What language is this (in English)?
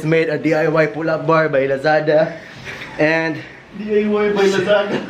Cebuano